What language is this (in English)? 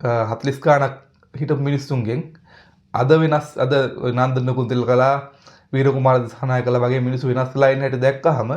Sinhala